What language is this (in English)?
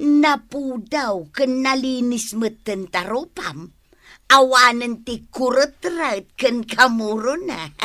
Iloko